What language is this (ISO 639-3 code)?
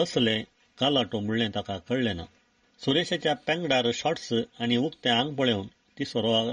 kok